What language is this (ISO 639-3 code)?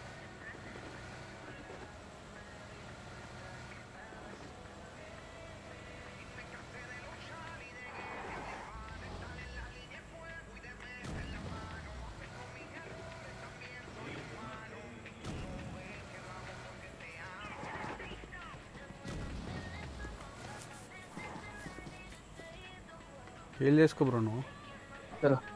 tel